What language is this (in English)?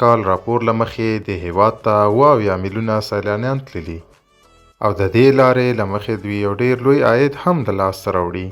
Pashto